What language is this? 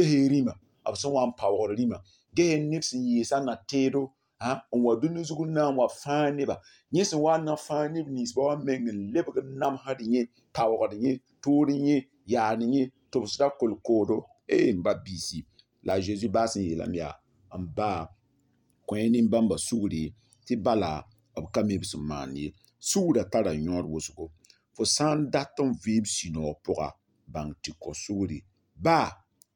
Mossi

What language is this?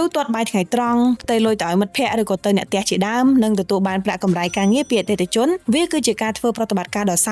Khmer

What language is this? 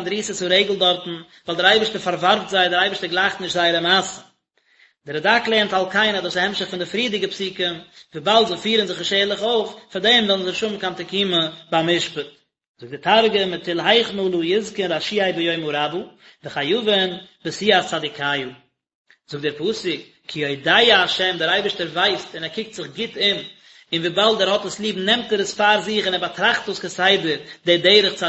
Yiddish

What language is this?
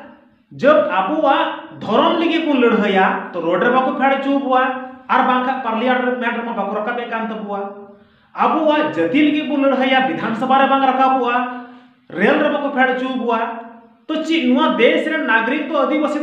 Santali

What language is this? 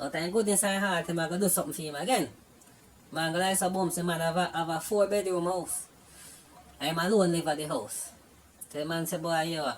Jamaican Creole English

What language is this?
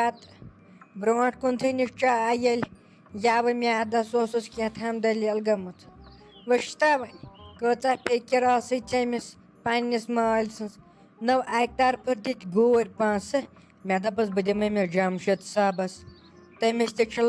Kashmiri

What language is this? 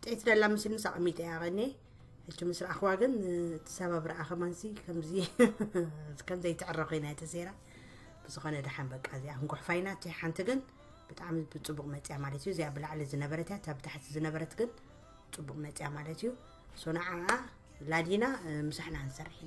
Tigrinya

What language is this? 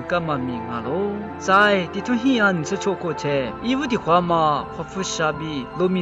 Lisu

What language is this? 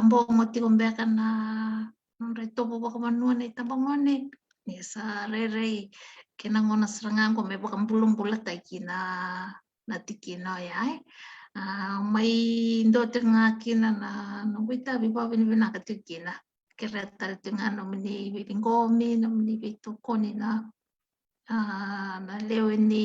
Fijian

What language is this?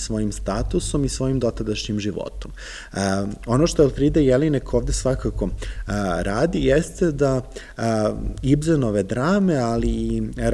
Serbian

